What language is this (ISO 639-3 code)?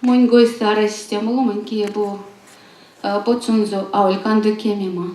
myv